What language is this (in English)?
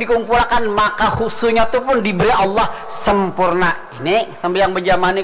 Banjar